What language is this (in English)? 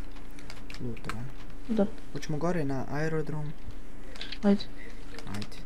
Bosnian